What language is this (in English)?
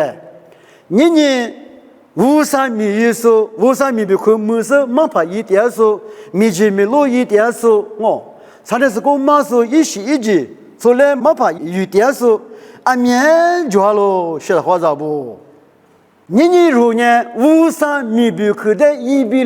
Lisu